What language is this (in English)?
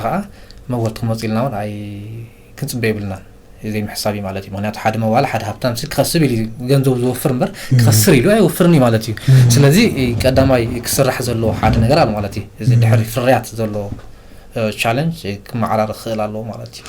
Tigrinya